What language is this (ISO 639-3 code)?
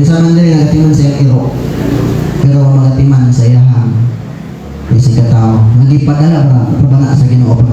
ceb